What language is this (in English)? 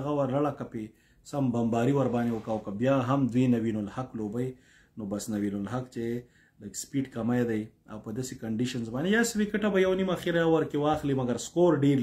Pashto